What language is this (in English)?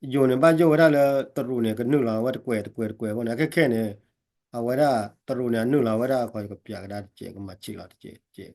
S'gaw Karen